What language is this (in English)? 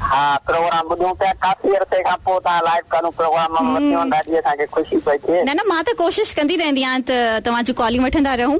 Sindhi